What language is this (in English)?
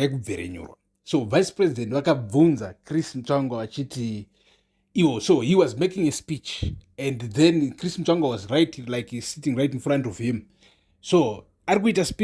Shona